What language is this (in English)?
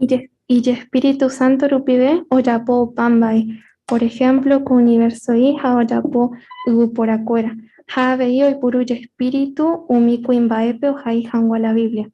Guarani